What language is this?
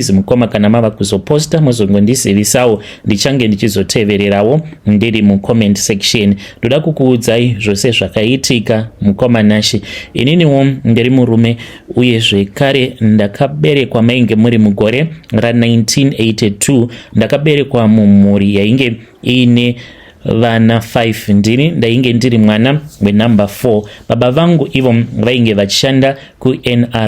Shona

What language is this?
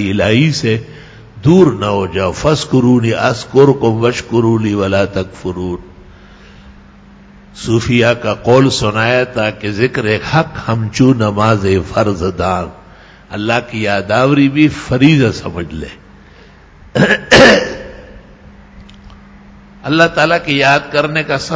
Urdu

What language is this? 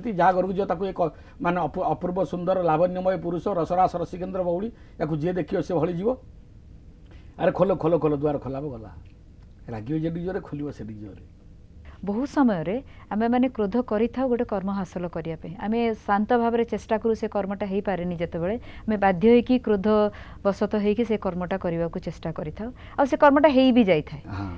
Odia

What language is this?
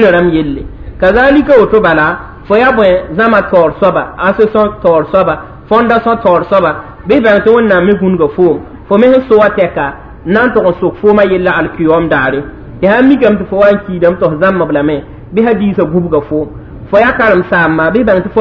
Mossi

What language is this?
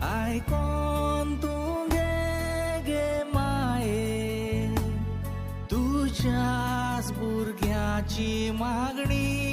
Konkani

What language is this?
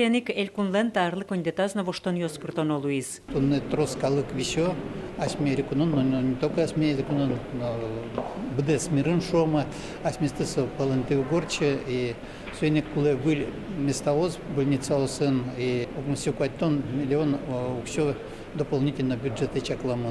Udmurt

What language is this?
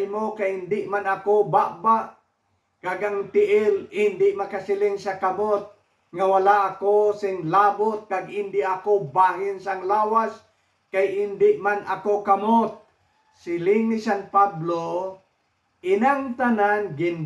Hiligaynon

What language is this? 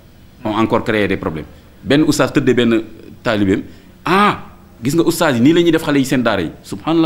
Wolof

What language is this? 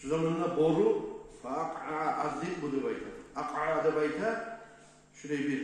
Kumyk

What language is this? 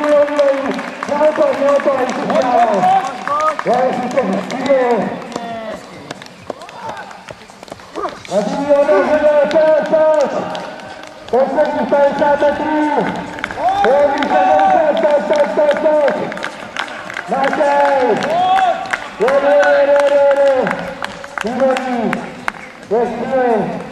Czech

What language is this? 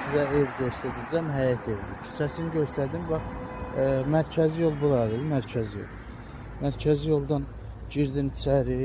Azerbaijani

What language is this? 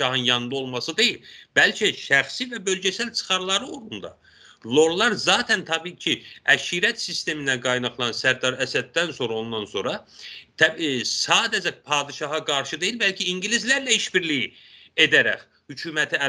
South Azerbaijani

